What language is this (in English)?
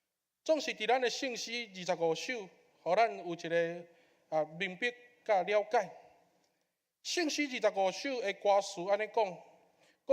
Min Nan Chinese